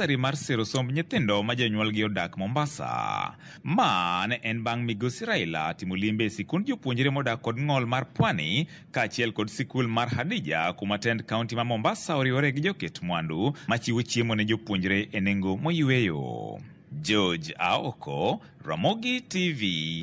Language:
Luo (Kenya and Tanzania)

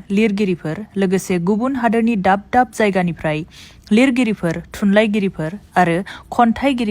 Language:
Bodo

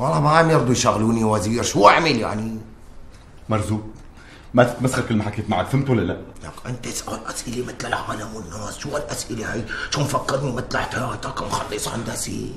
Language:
North Levantine Arabic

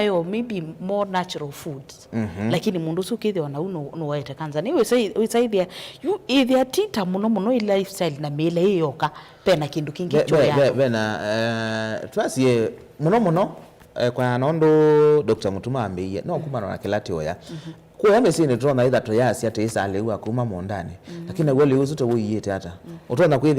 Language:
Kamba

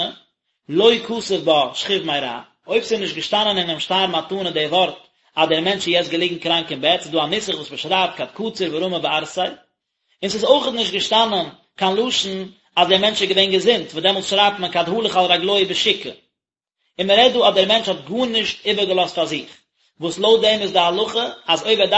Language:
Yiddish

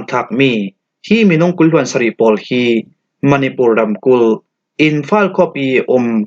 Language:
Falam Chin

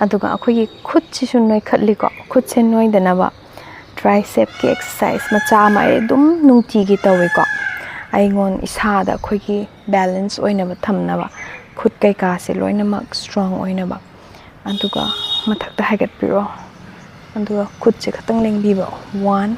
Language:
Manipuri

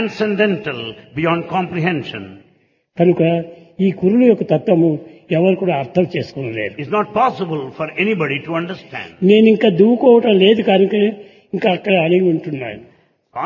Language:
Telugu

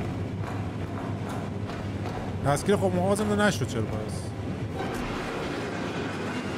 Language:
Persian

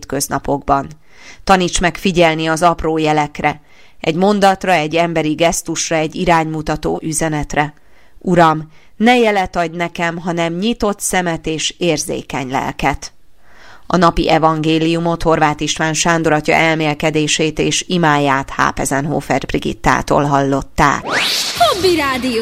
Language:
Hungarian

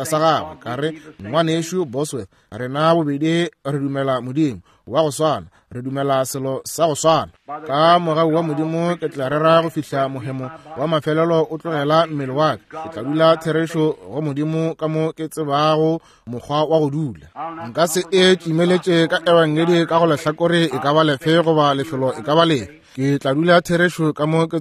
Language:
Northern Sotho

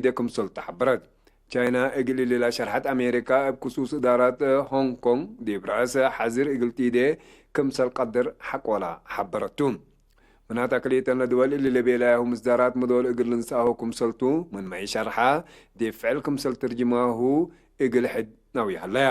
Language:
Tigre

